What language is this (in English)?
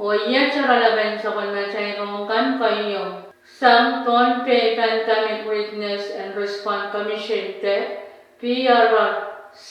Pohnpeian